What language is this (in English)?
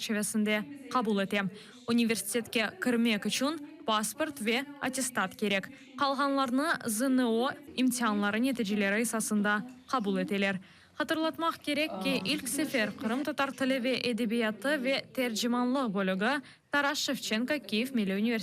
Crimean Tatar